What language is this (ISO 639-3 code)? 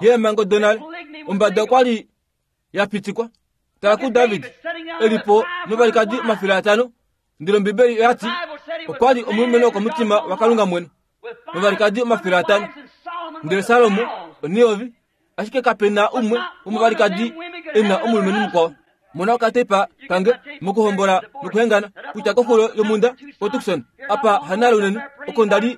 kua